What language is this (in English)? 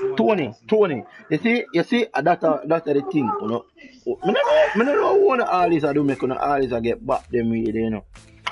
Jamaican Creole English